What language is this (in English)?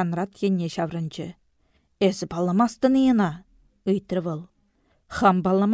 Chuvash